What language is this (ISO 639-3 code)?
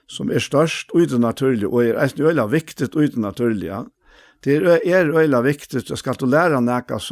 fao